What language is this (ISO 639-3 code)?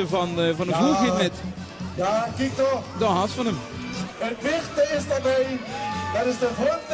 lim